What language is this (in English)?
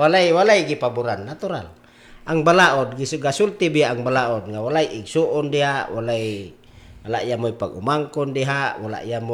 Cebuano